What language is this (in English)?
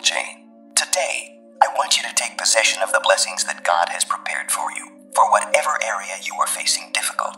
English